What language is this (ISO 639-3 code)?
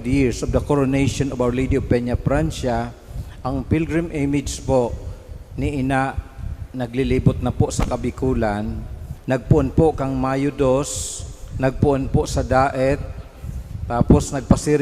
bik